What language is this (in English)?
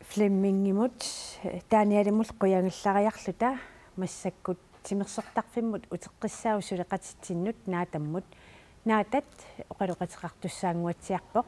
Kalaallisut